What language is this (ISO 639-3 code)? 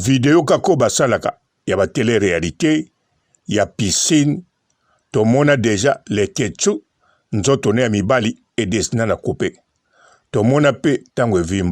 lin